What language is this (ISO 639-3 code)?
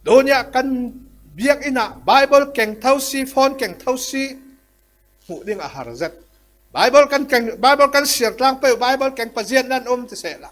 cfm